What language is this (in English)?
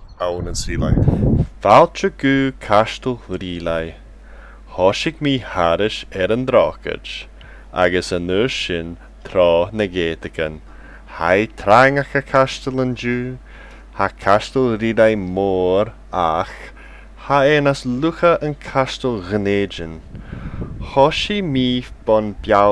Scottish Gaelic